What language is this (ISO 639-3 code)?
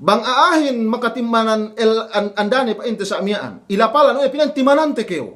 yka